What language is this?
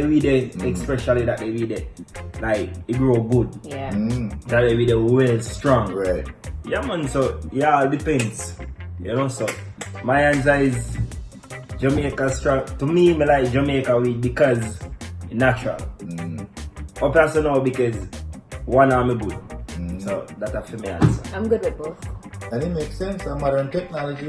Jamaican Creole English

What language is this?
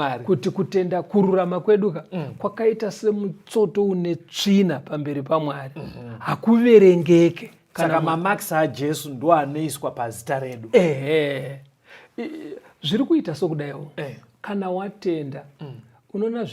Shona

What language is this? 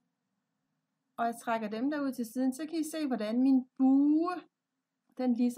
Danish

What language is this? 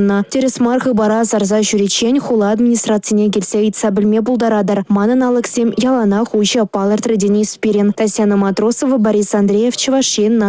Chuvash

